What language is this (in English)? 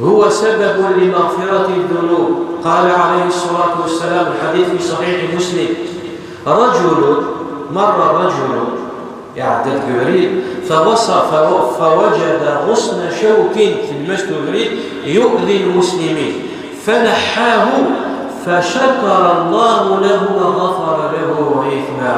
Kabyle